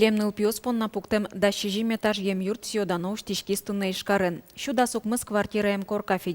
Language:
Udmurt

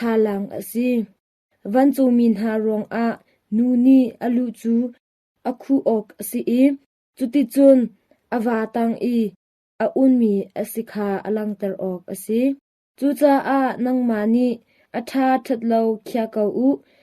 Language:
Hakha Chin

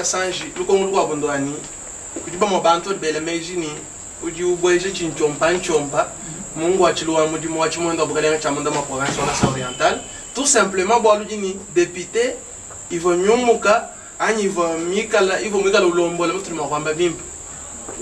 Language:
Luba-Lulua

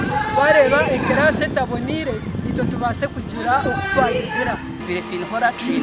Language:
Nyankole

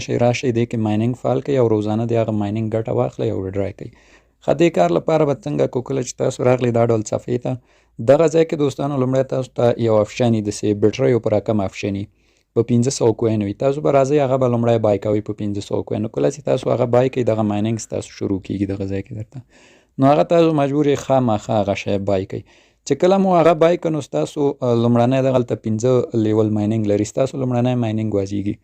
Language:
Pashto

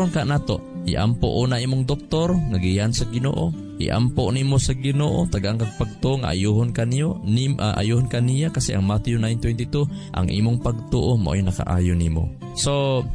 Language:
Cebuano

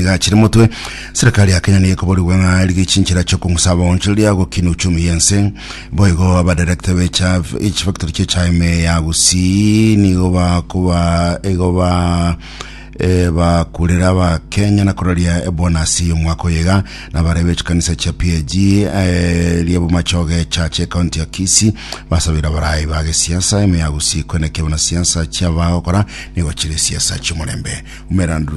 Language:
Gusii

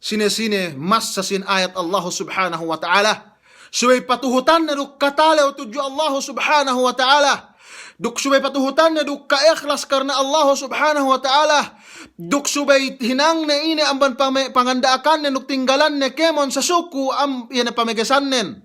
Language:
Yakan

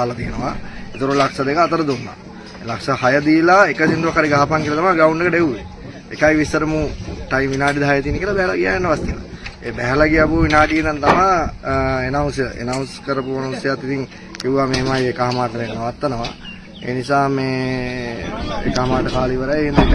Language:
Sinhala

